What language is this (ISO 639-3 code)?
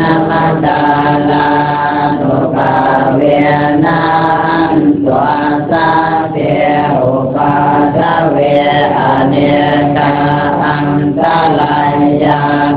pli